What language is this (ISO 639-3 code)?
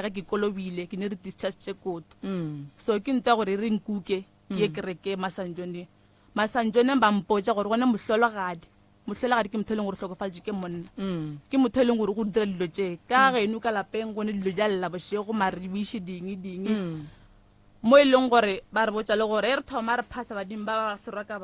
nso